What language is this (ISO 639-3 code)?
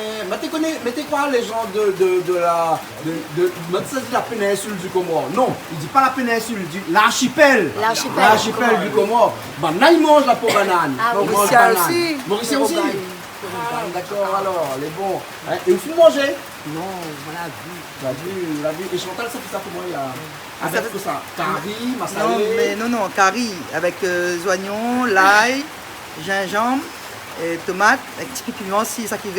rcf